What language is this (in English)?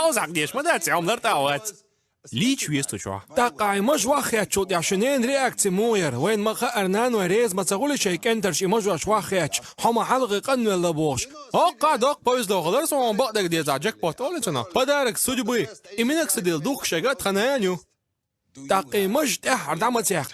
Chechen